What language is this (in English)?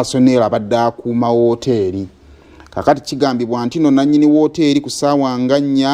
Ganda